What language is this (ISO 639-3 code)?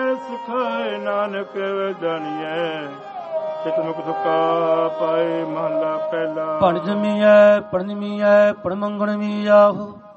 pan